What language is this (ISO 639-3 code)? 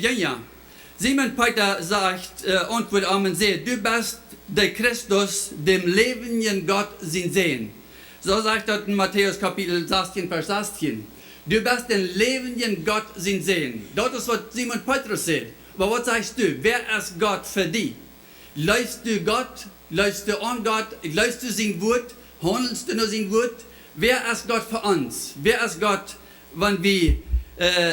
pdt